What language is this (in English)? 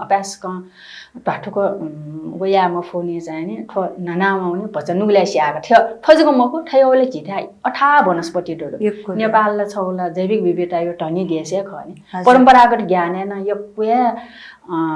Newari